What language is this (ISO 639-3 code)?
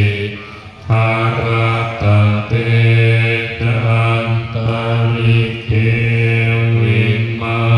pli